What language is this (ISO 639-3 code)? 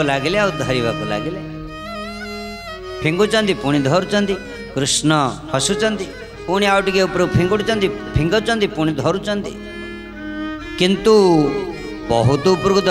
ori